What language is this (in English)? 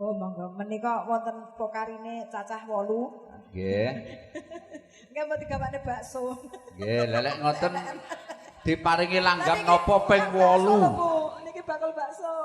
Javanese